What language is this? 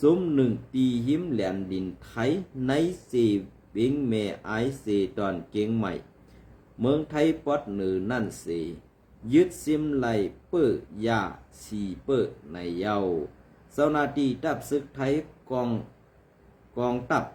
Shan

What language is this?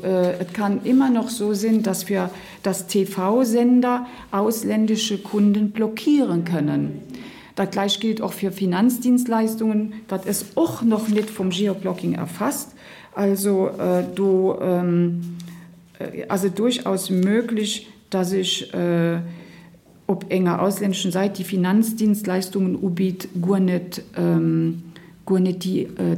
Luxembourgish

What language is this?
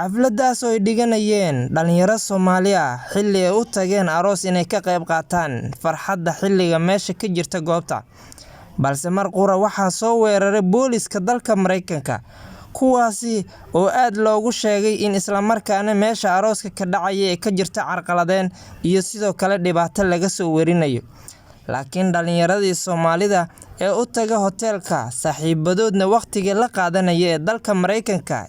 Somali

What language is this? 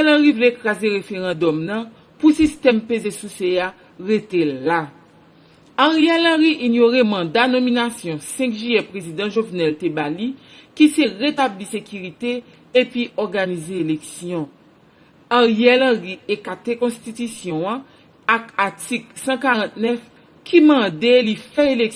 Haitian Creole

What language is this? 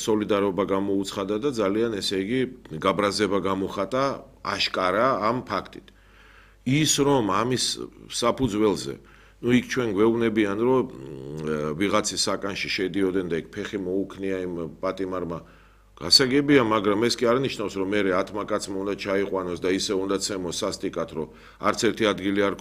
Georgian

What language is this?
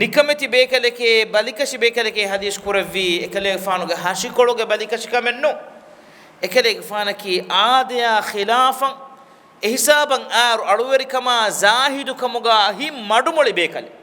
Divehi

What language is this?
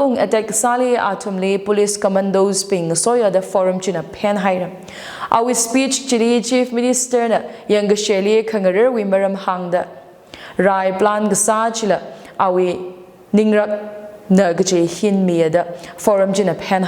Tangkhul Naga (India)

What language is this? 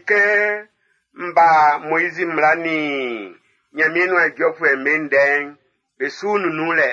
Baoulé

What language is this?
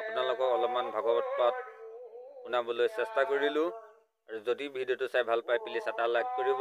Assamese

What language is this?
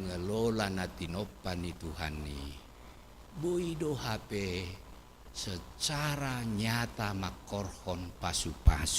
Batak Toba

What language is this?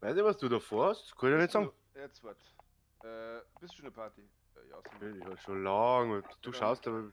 Bavarian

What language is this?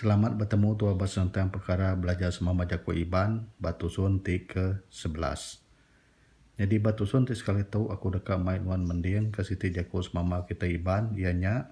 Iban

